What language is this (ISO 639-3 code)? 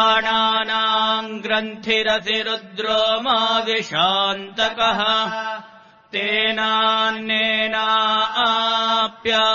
san